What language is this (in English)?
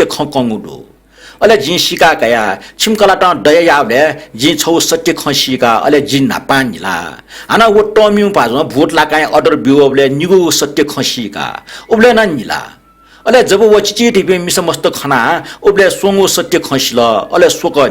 Newari